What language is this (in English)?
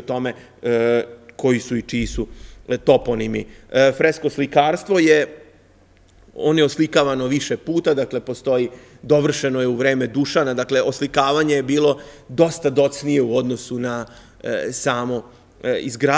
Serbian